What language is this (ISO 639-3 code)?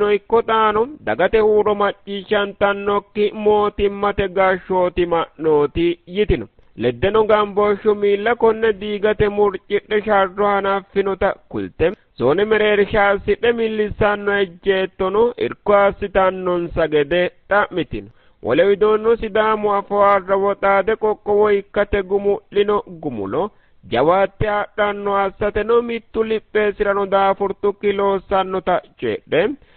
sid